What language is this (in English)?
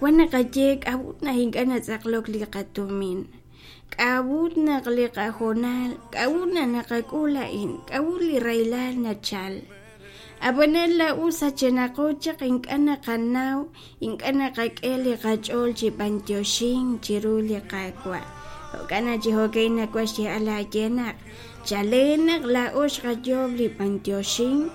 Kekchí